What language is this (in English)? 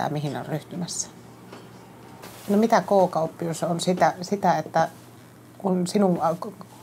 Finnish